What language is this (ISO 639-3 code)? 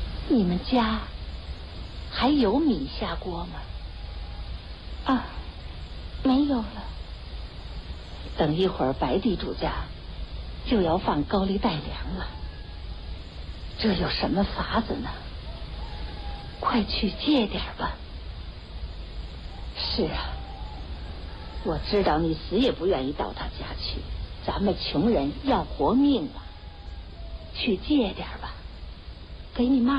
zho